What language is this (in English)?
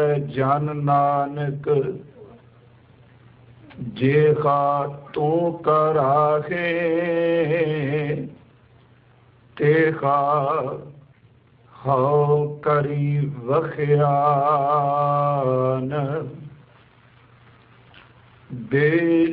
Punjabi